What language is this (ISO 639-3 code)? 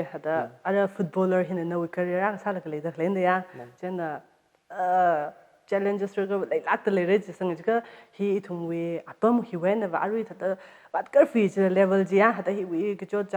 nmf